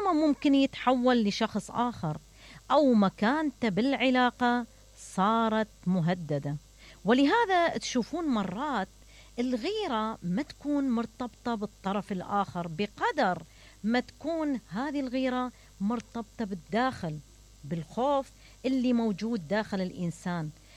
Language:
Mesopotamian Arabic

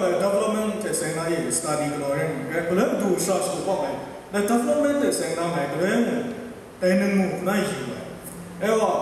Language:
Kachin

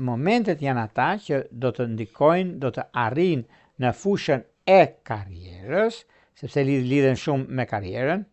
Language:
Albanian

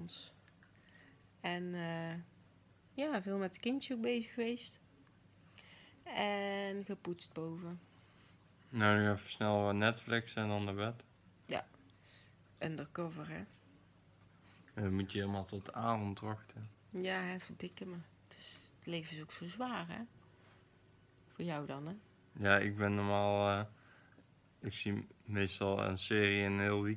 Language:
Dutch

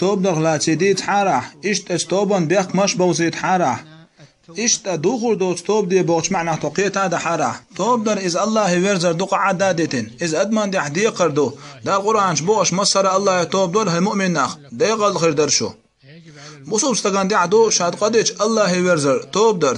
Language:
Chechen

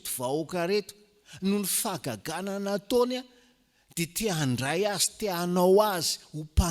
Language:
Malagasy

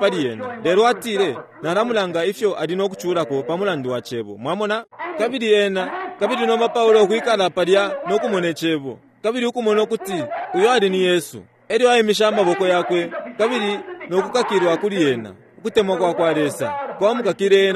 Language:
Bemba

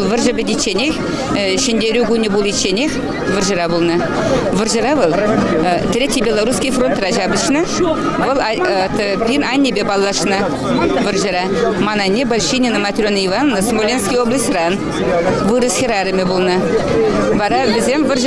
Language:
Chuvash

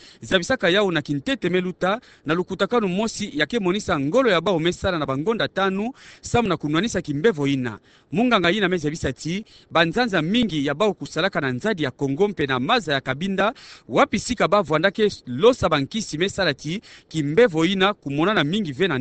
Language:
Kituba (Democratic Republic of Congo)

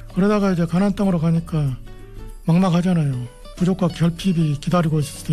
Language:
Korean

